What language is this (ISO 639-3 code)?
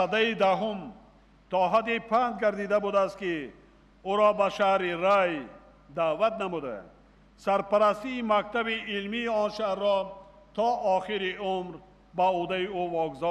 tgk